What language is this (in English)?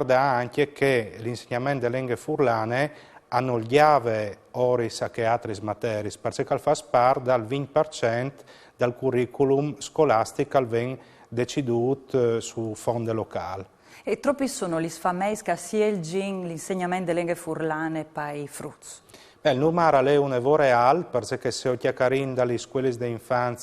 Friulian